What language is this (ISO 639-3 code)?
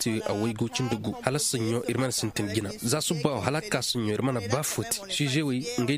ses